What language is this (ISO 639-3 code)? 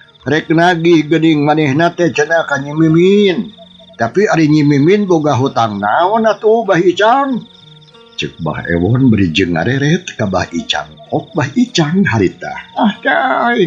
sun